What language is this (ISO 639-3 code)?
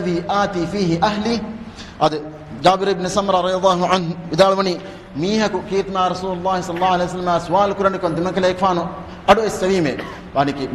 div